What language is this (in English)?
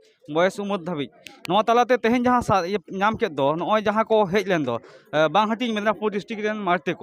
Santali